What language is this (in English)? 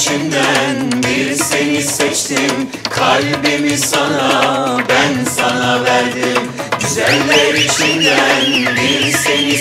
Turkish